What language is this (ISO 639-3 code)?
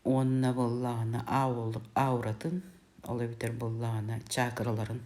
sah